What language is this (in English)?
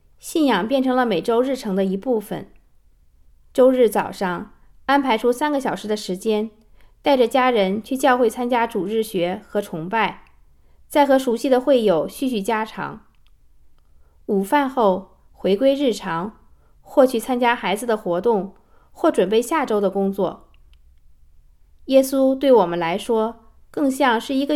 Chinese